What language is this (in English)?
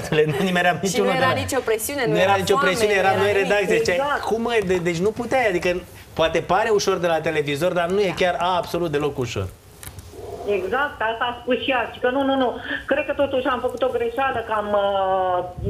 Romanian